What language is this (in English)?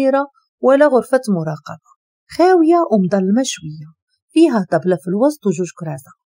Moroccan Arabic